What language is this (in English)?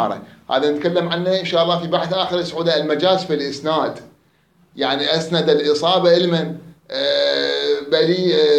Mesopotamian Arabic